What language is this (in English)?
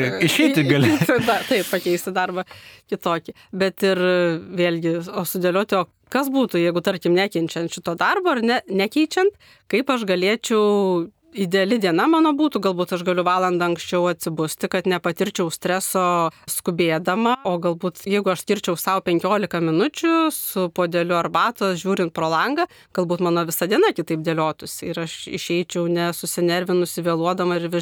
Lithuanian